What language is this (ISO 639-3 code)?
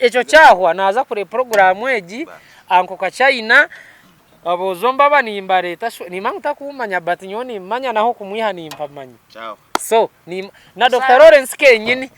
nyn